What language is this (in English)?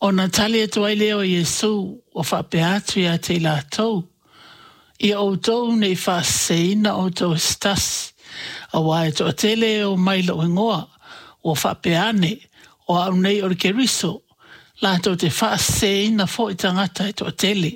Samoan